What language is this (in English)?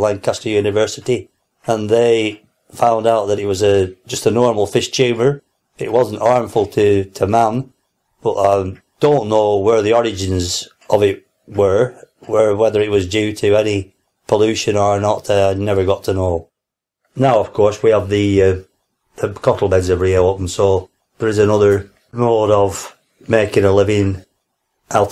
English